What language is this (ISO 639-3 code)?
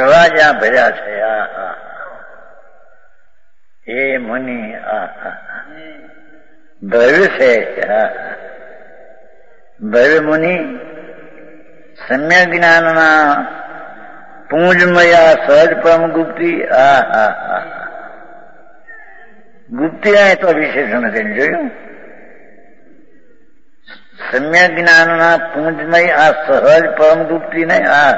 guj